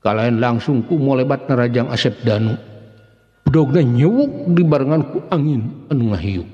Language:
Sundanese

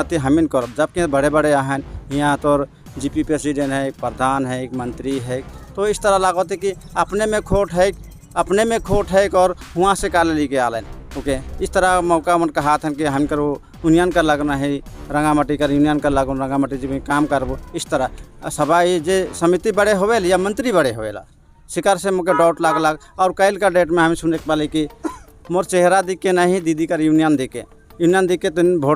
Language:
Sadri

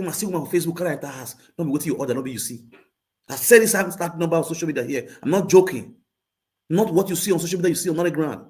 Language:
Nigerian Pidgin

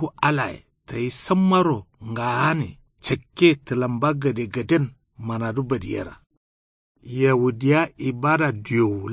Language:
Kanuri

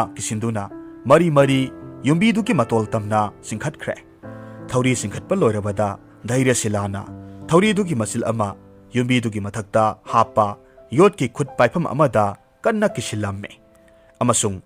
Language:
Manipuri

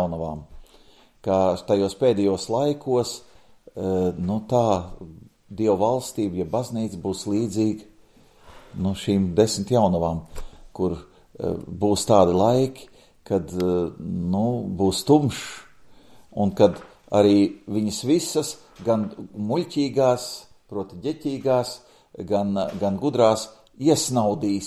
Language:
Latvian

